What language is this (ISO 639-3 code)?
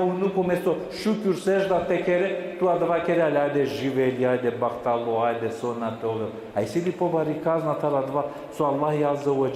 rmn